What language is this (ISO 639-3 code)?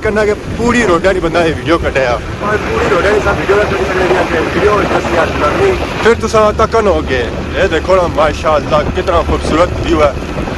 phr